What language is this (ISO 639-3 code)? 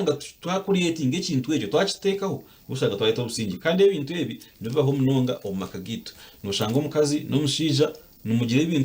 nyn